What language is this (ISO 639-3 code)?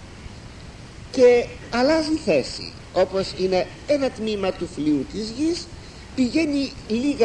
ell